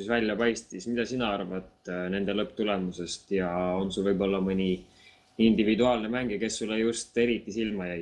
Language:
Estonian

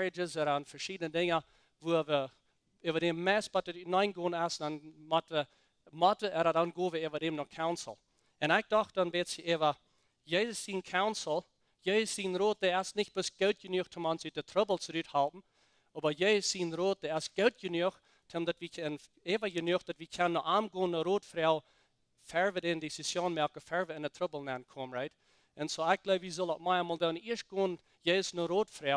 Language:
Plautdietsch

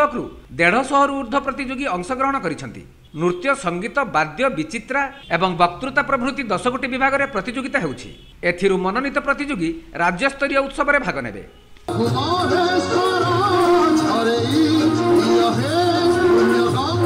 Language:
Odia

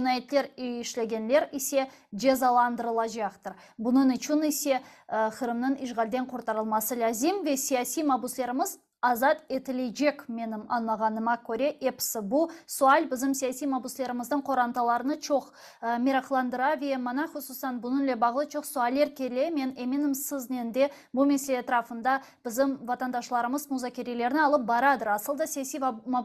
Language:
Crimean Tatar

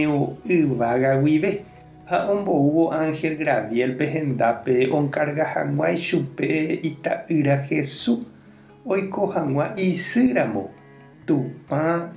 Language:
Guarani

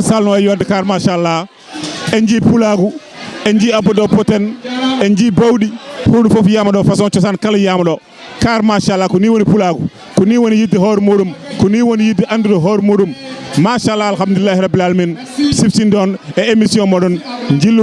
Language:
Fula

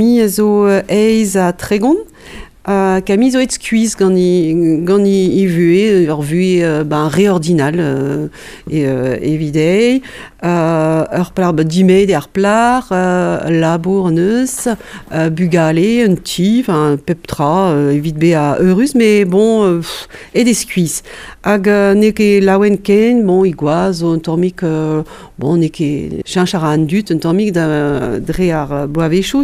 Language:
Breton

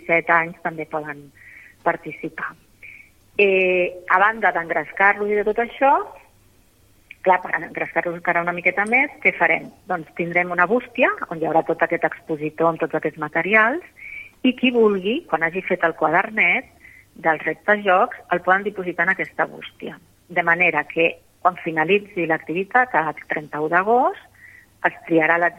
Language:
Catalan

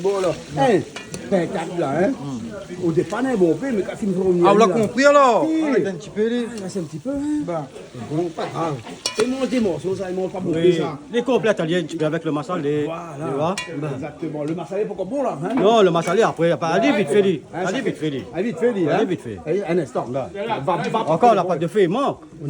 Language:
Réunion Creole French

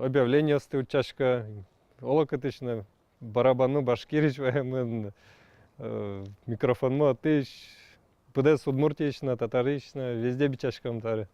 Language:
Udmurt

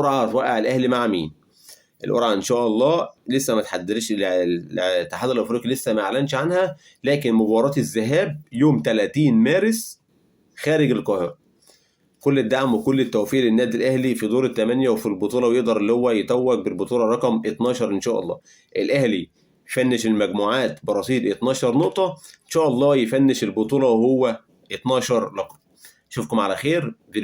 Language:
Egyptian Arabic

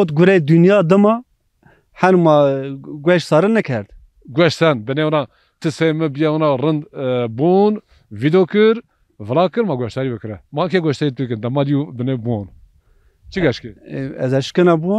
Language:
Zaza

